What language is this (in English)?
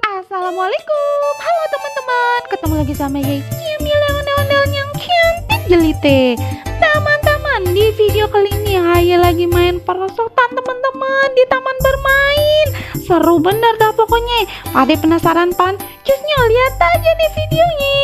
Betawi